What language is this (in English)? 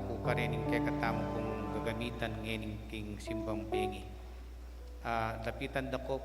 Pampanga